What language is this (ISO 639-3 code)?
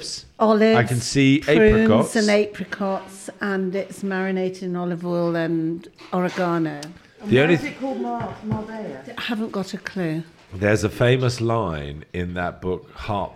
eng